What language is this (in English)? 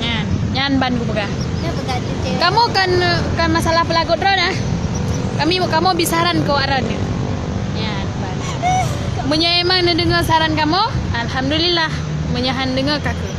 Achinese